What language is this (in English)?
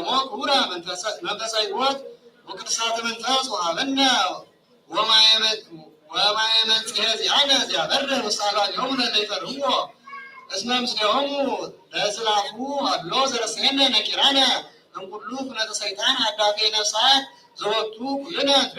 Geez